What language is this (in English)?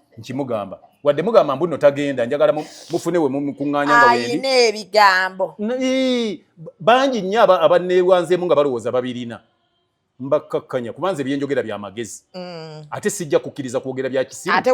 Ganda